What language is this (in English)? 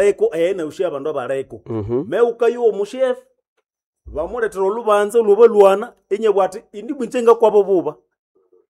Nande